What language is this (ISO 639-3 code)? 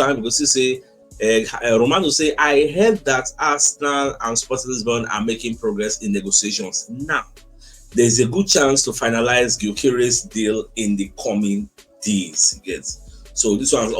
pcm